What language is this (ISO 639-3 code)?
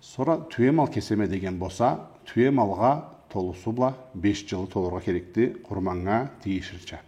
krc